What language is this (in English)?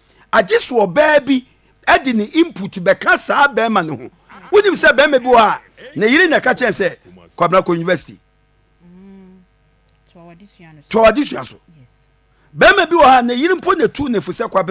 Akan